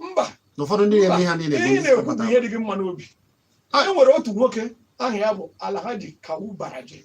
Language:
Igbo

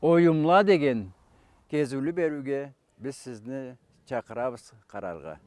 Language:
Karachay-Balkar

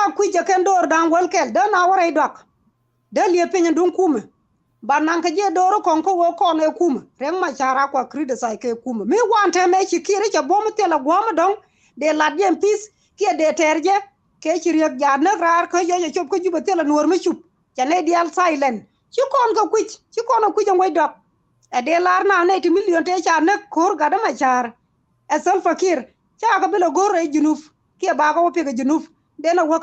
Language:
Nuer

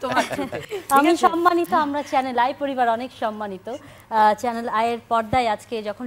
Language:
Bangla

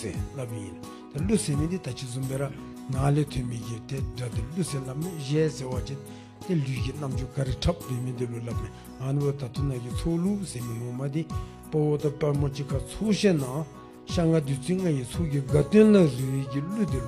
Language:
Dzongkha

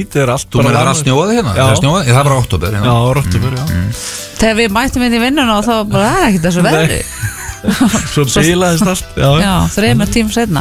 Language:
Icelandic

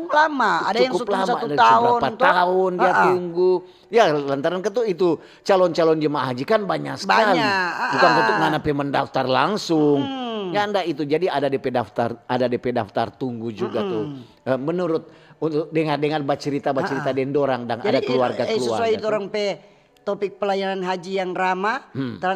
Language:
Manado Malay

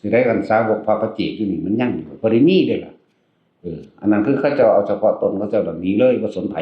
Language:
Northeastern Thai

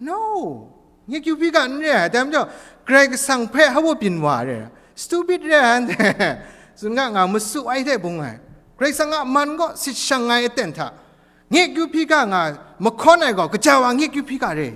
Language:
Kachin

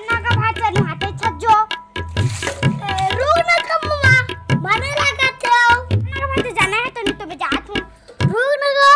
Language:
Chhattisgarhi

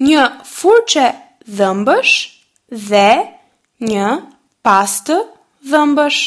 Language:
Albanian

